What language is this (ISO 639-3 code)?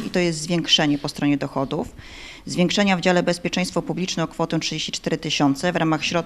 pol